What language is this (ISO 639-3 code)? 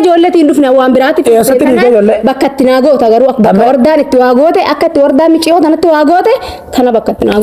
orm